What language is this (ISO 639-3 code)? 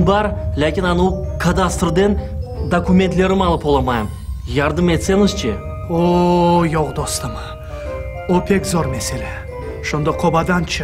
crh